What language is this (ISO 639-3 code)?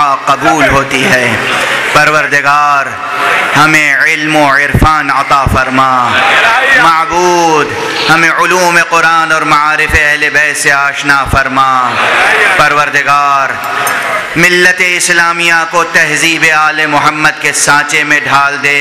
urd